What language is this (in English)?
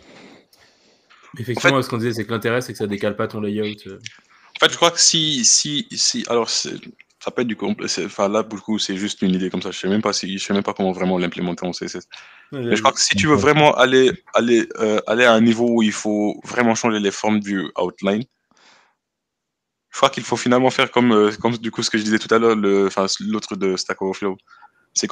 French